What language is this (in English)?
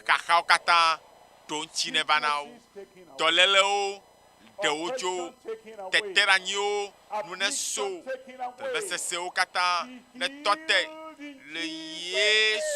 Ewe